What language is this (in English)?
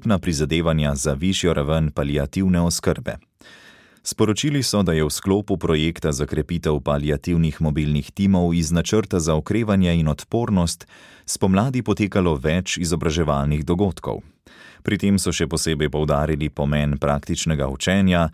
Slovenian